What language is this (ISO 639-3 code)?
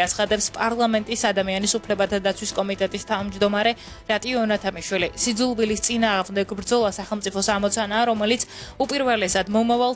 kat